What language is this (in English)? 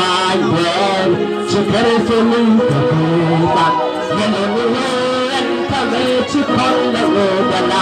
Nuer